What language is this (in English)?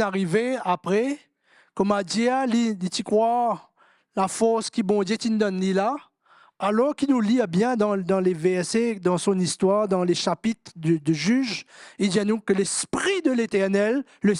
Morisyen